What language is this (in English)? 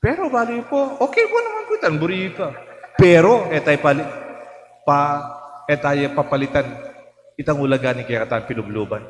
Pampanga